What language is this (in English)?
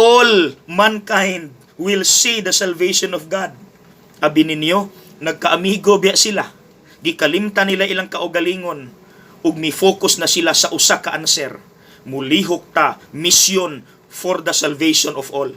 Cebuano